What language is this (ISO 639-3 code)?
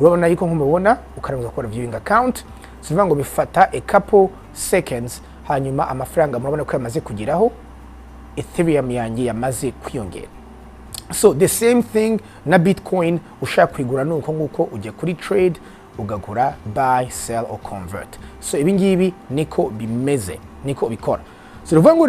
kin